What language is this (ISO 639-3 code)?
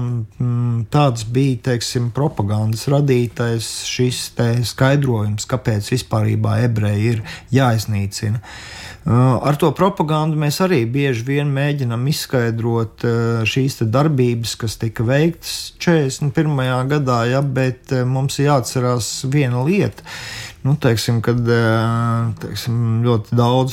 lav